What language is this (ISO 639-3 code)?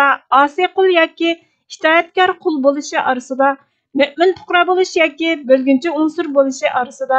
uig